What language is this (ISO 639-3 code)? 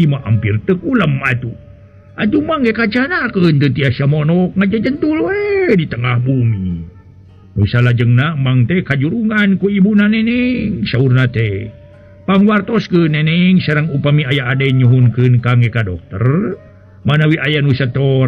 sun